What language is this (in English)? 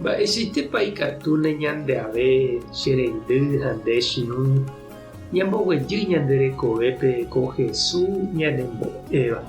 Guarani